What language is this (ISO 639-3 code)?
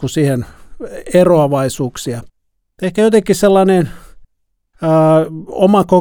fin